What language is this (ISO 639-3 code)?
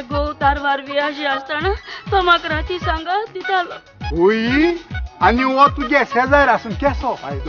kok